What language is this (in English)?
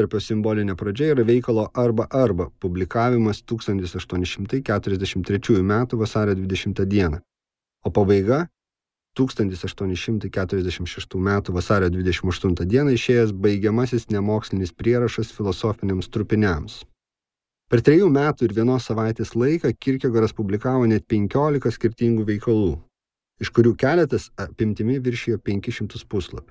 Lithuanian